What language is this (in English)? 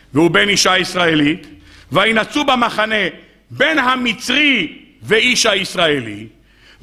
Hebrew